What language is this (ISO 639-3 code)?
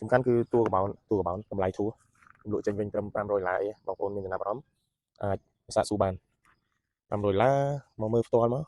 khm